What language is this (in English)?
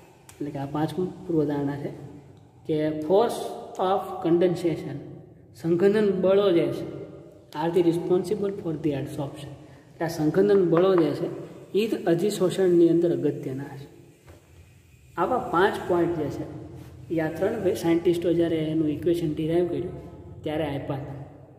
Gujarati